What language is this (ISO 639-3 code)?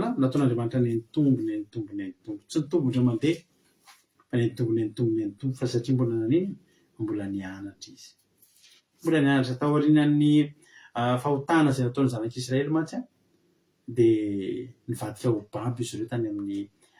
mlg